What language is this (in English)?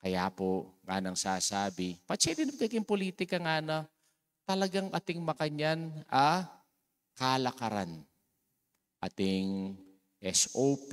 Pampanga